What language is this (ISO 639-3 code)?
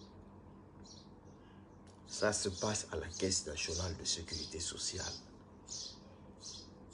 fra